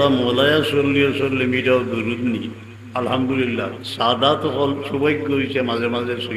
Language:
Sylheti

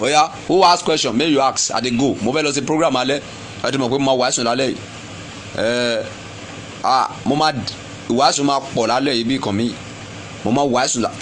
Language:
Yoruba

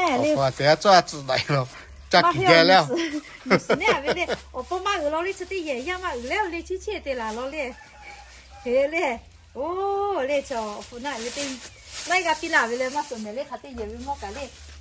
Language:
Lahu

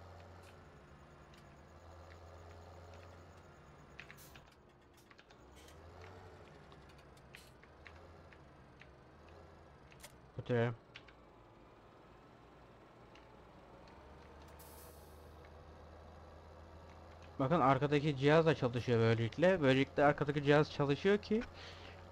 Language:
Turkish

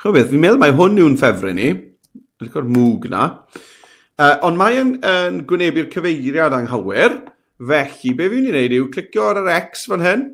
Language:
Welsh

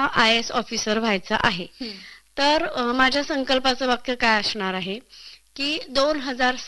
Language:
Marathi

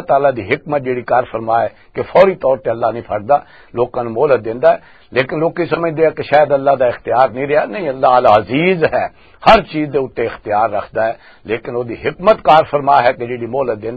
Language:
Western Panjabi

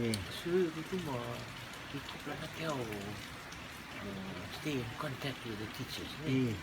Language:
Rotuman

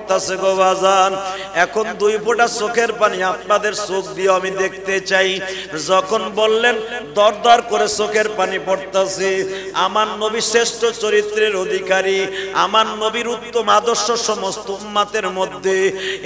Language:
Bangla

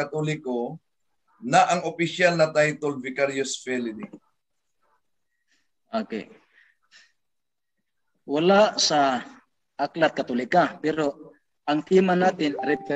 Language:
Filipino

